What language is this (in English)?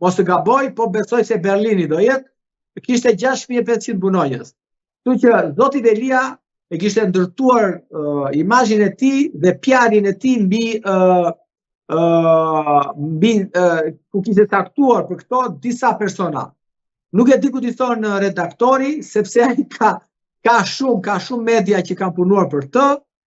Albanian